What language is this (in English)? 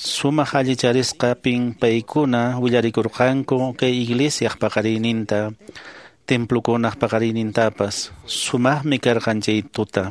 Quechua